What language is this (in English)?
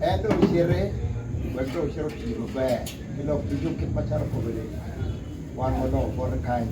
Acoli